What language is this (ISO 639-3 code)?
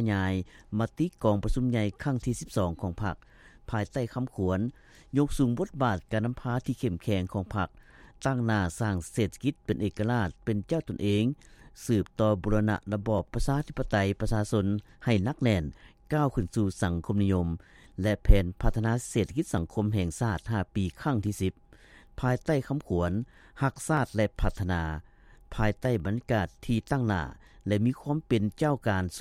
lao